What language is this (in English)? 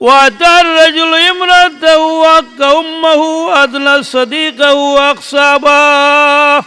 Sylheti